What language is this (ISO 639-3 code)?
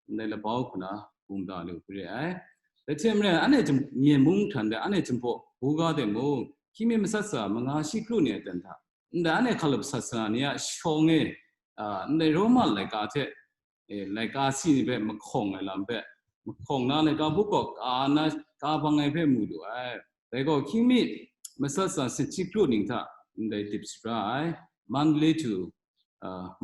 kac